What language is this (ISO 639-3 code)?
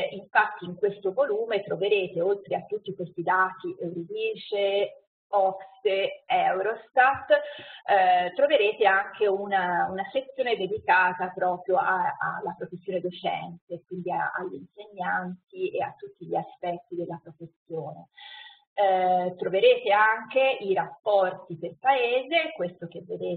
ita